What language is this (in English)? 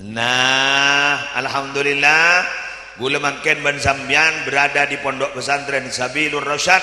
Madurese